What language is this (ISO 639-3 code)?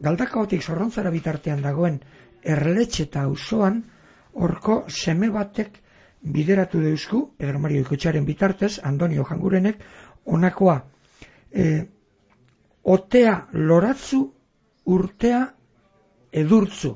eus